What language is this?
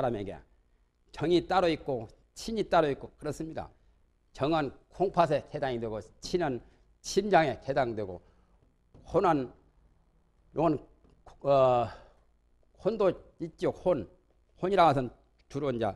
Korean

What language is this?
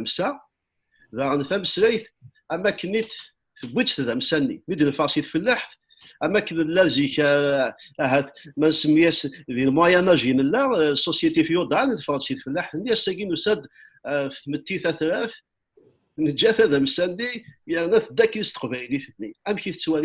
Kabyle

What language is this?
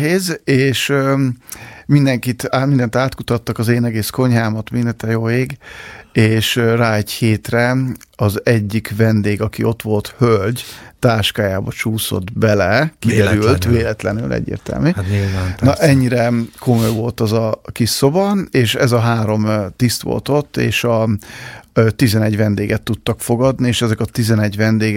Hungarian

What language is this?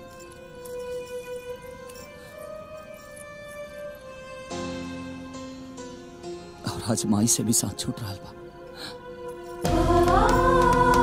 Bhojpuri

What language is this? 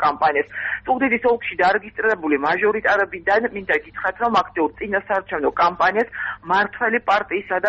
Georgian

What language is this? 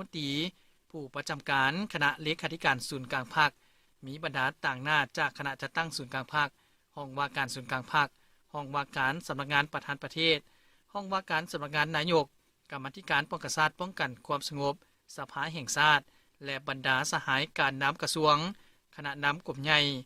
Lao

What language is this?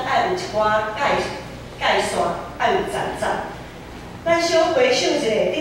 Min Nan Chinese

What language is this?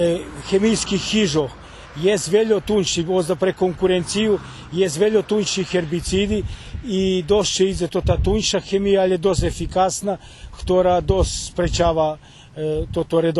Rusyn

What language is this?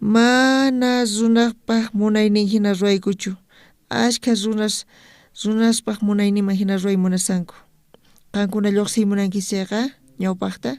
South Bolivian Quechua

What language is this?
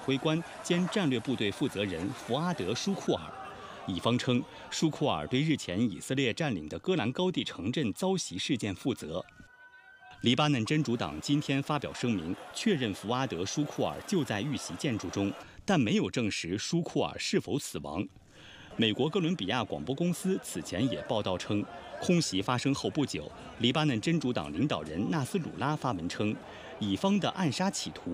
Chinese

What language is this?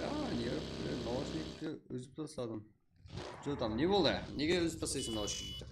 Kara-Kalpak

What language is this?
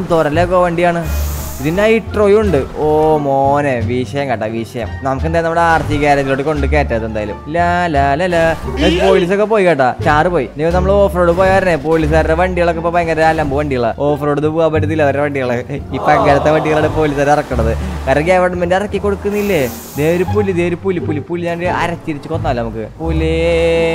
Malayalam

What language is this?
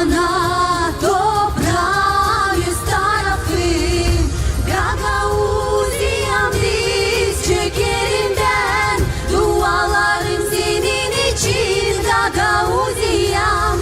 Gagauz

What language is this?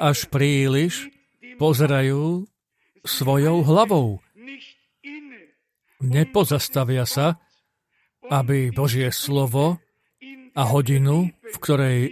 Slovak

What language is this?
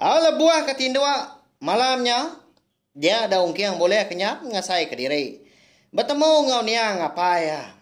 Iban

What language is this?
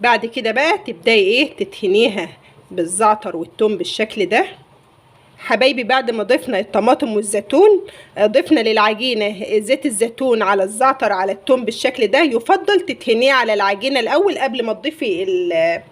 Egyptian Arabic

